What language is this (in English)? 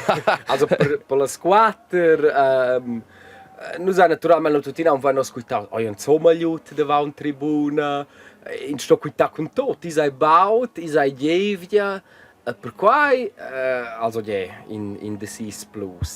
Romansh